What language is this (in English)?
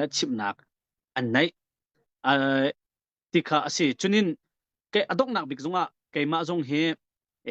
Hakha Chin